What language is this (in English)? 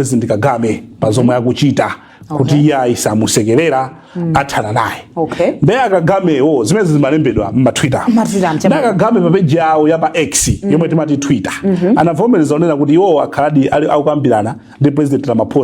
Nyanja